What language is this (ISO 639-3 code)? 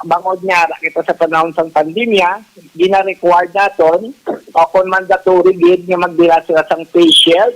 hil